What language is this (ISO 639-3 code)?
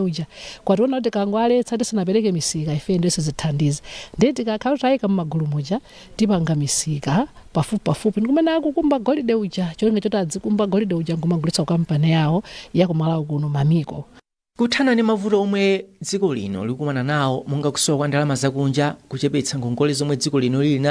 nya